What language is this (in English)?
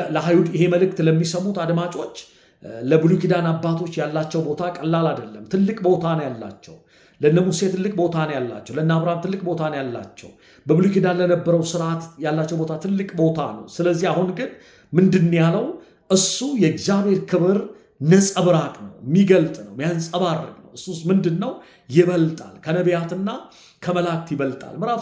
Amharic